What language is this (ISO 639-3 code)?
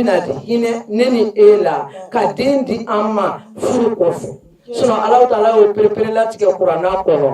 bam